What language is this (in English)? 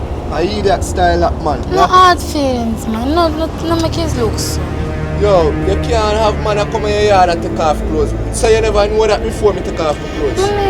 Jamaican Creole English